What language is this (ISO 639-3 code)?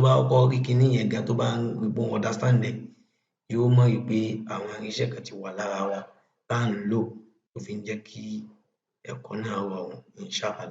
yor